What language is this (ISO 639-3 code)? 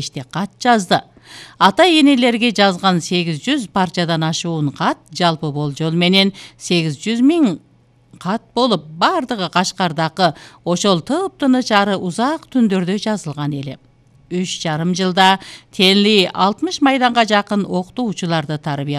kir